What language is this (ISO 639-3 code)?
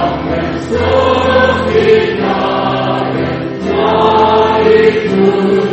afr